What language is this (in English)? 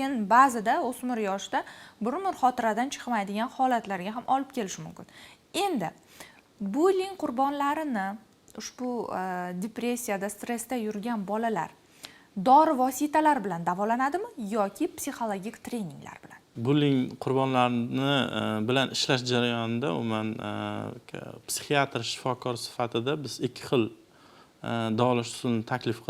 Uzbek